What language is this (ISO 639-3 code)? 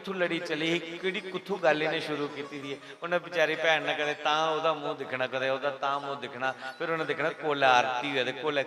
doi